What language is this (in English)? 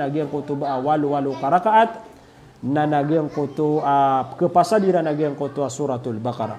Maranao